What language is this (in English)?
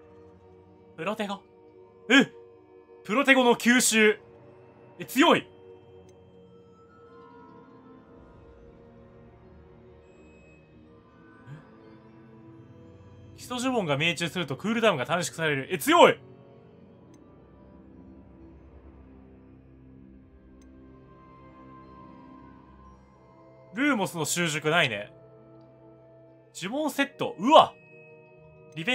Japanese